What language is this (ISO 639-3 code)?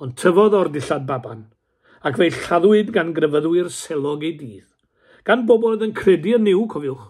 cym